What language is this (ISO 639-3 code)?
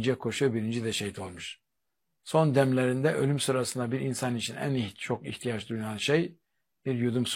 tur